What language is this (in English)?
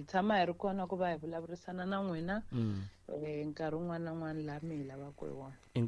Tsonga